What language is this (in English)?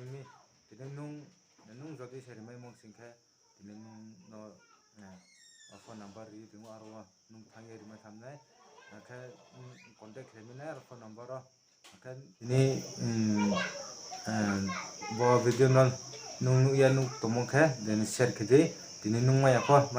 Riang (India)